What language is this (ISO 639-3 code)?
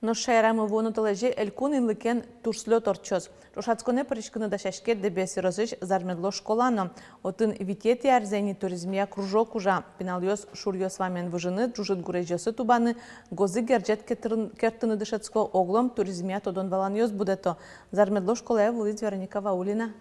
udm